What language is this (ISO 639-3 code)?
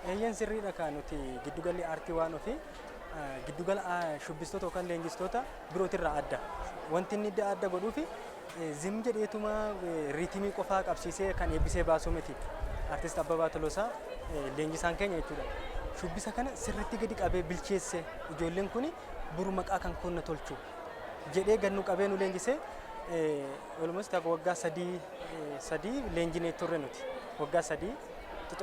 orm